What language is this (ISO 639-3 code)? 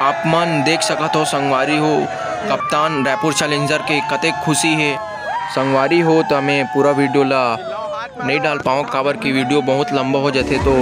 hne